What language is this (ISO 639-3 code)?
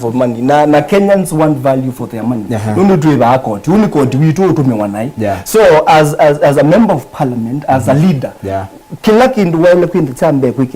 kam